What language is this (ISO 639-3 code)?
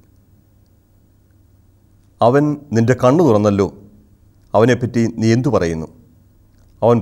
mal